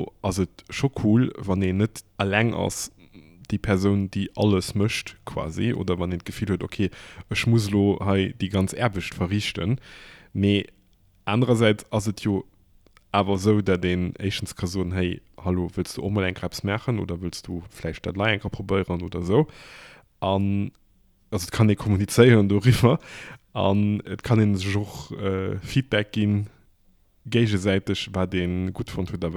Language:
Luxembourgish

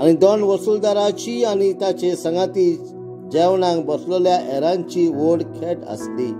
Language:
Konkani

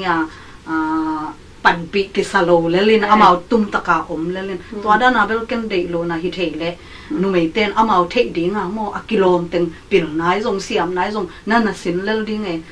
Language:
Tedim Chin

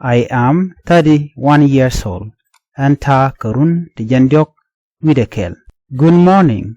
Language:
Nuer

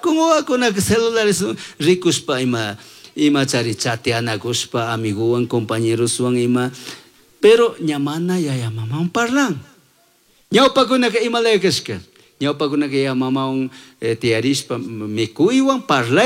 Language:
Chimborazo Highland Quichua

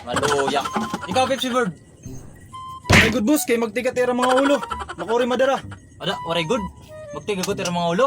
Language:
Waray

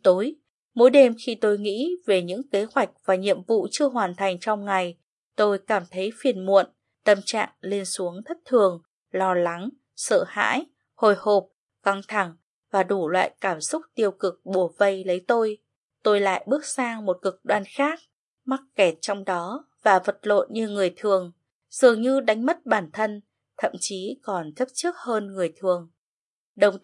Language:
Vietnamese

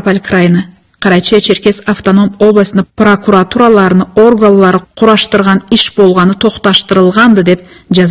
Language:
Karachay-Balkar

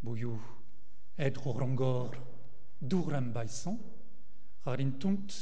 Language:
Mongolian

